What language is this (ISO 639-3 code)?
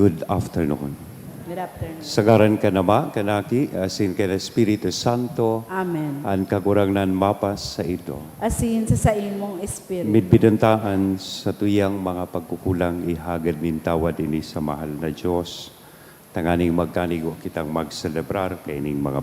bik